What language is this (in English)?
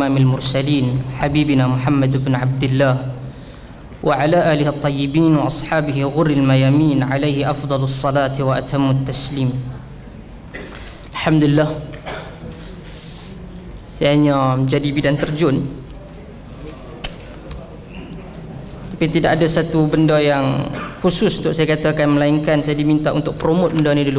Malay